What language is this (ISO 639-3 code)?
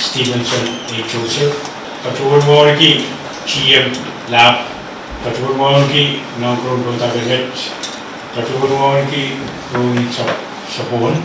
pon